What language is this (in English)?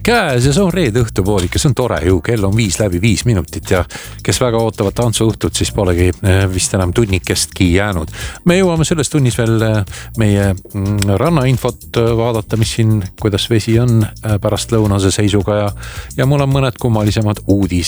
Estonian